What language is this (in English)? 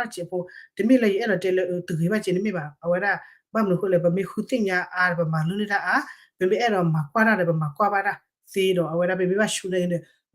S'gaw Karen